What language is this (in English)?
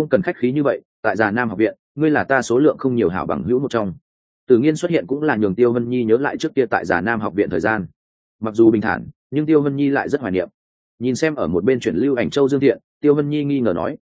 Vietnamese